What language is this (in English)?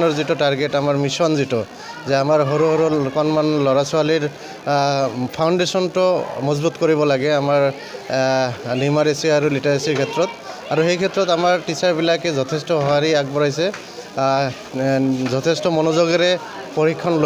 Assamese